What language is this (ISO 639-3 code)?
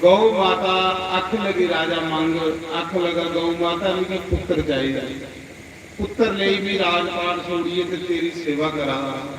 doi